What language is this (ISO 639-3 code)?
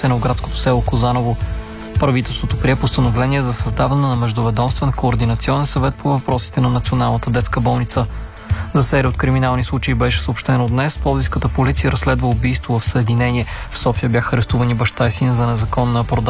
bul